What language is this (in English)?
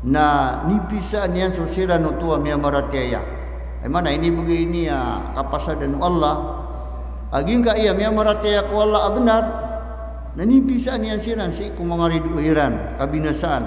Maranao